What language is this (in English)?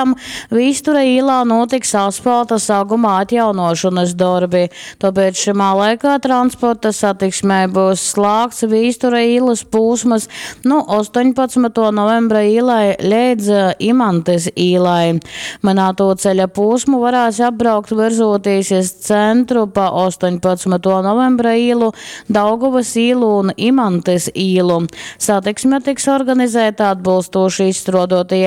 Latgalian